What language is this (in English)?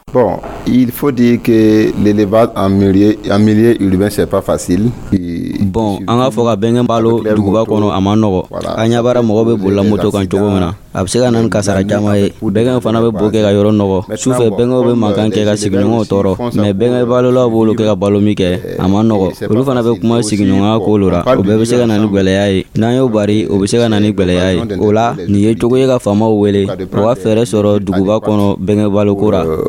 Dyula